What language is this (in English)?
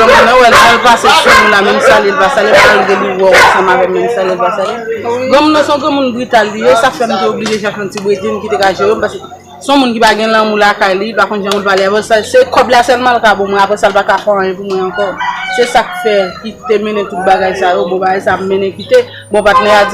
Haitian Creole